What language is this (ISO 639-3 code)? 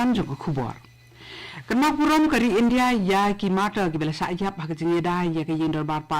kha